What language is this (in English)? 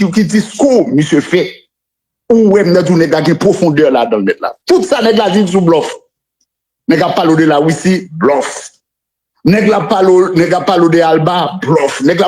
Haitian Creole